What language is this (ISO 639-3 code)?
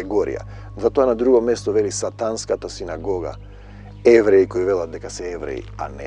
mkd